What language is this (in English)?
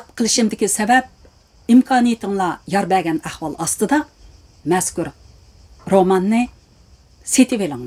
Uyghur